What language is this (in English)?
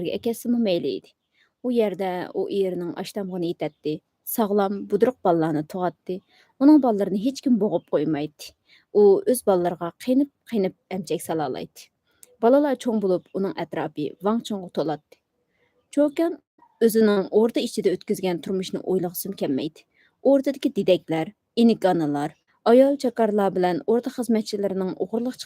Uyghur